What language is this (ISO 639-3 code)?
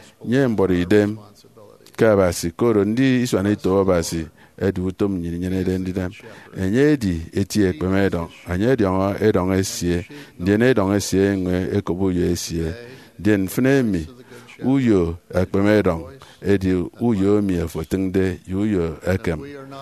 efi